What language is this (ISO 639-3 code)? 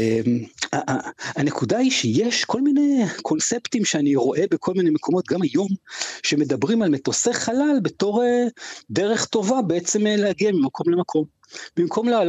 heb